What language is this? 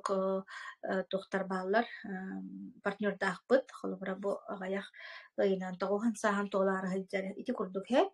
Yakut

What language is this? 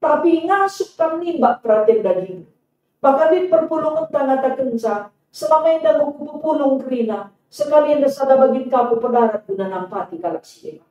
Batak Karo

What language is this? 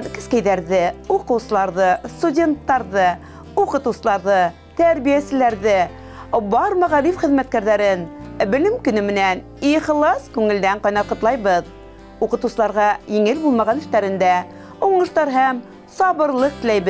Bashkir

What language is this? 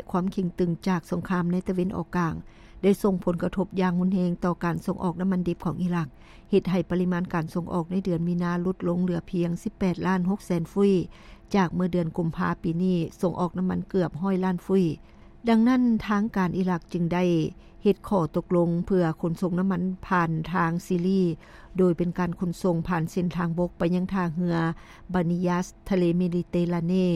Lao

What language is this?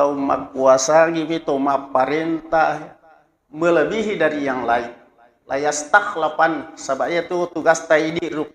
Buginese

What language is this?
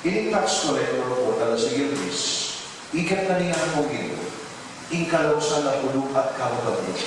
Pampanga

